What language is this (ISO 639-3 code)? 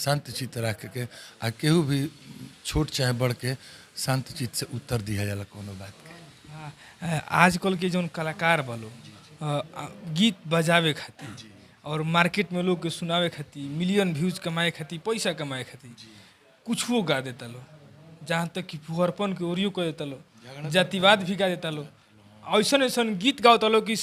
bho